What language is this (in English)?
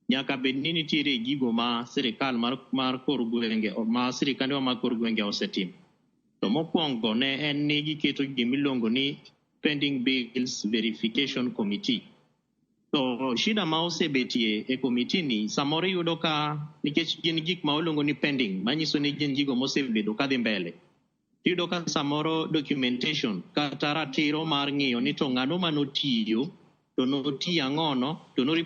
Luo (Kenya and Tanzania)